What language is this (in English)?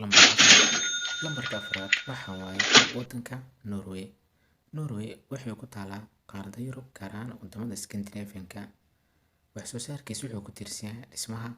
Somali